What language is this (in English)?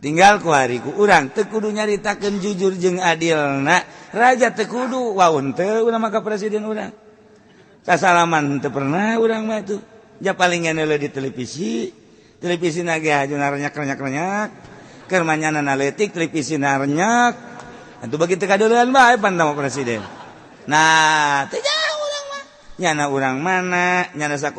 Sundanese